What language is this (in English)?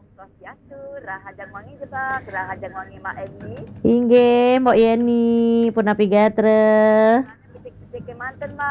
Balinese